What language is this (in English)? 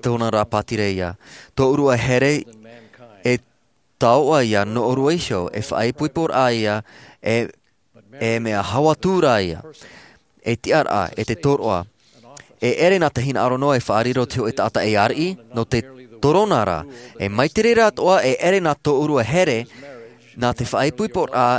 Tahitian